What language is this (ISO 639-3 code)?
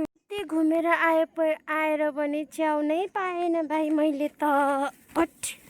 nep